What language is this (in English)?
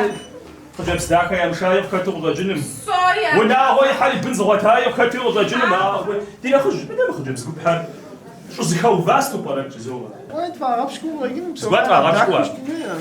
Kabardian